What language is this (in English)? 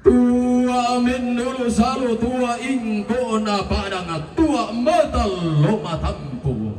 Toraja-Sa'dan